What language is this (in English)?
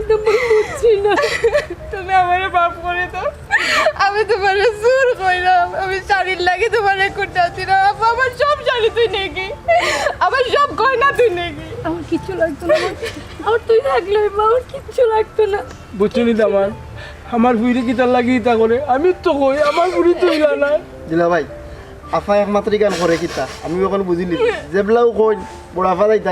Sylheti